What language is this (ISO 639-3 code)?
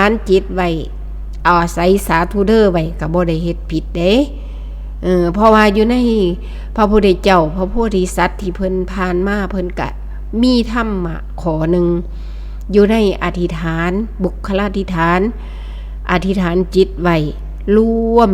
tts